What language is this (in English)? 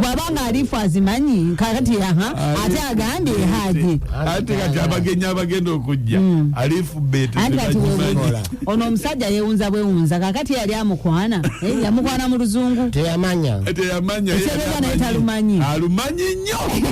Ganda